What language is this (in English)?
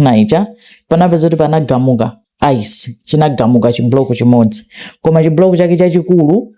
Nyanja